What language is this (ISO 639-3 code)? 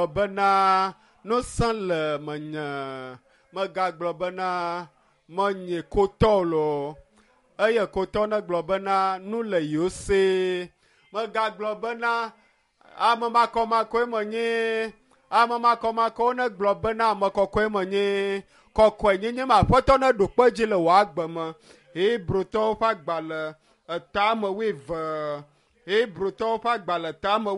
ewe